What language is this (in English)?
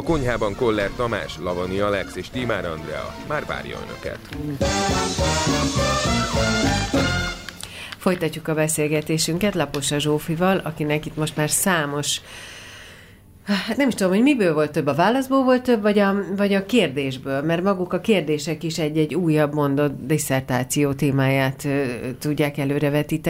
Hungarian